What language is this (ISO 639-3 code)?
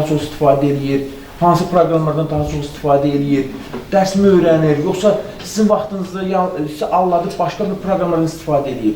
aze